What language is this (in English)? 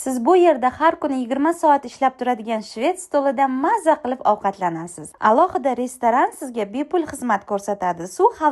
Uzbek